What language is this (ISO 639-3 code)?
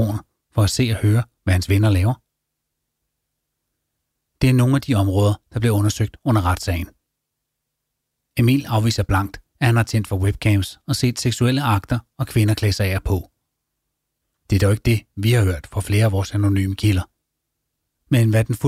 dan